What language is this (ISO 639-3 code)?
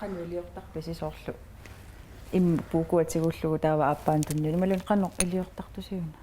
kal